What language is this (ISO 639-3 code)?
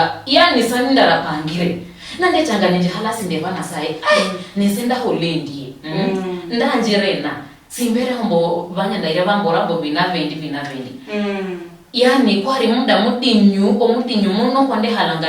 luy